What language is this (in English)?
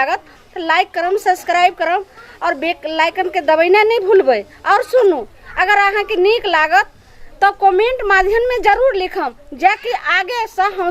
Maithili